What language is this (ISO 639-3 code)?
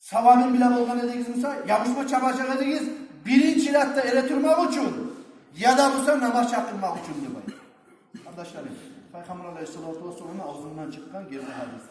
kum